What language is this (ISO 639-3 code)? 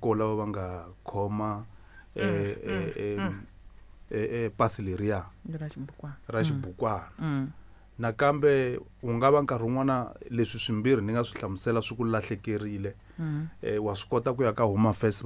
tso